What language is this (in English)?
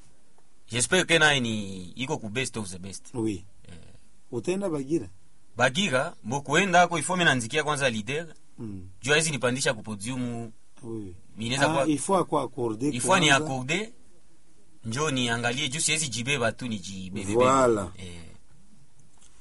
Swahili